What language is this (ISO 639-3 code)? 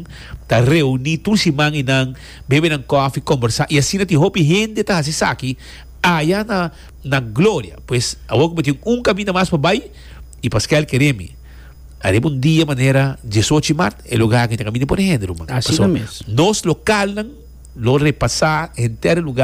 pap